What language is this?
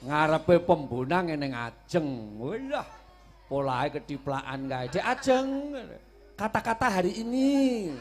Javanese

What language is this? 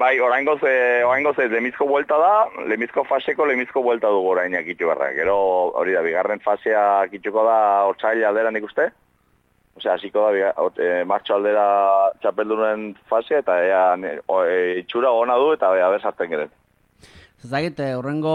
Basque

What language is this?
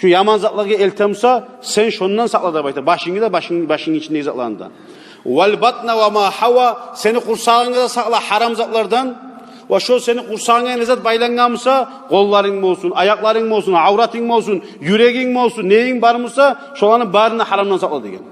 Kumyk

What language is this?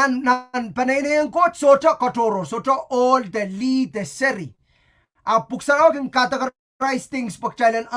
Pohnpeian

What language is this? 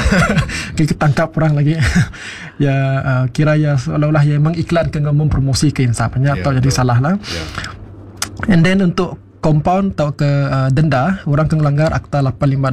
Iban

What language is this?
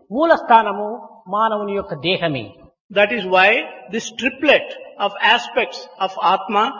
Telugu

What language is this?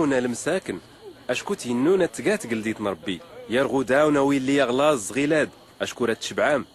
Tachelhit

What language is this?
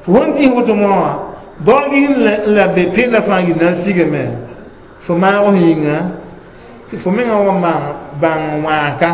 Mossi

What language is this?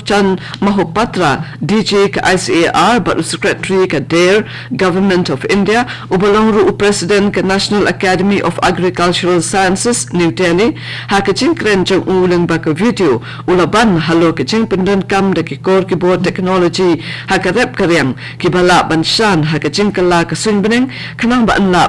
Khasi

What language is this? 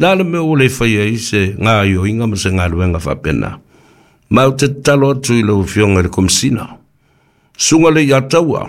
Samoan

